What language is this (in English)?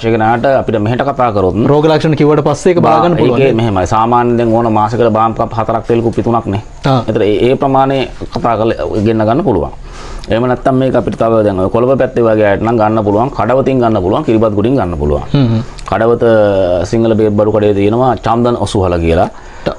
Sinhala